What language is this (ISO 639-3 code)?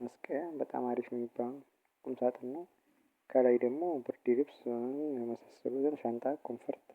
amh